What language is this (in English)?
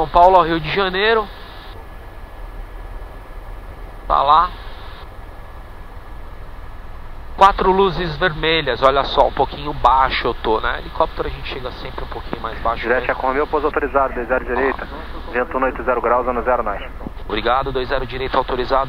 Portuguese